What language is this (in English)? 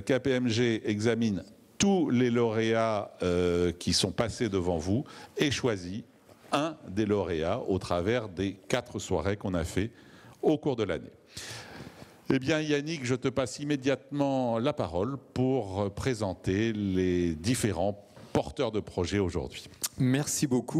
French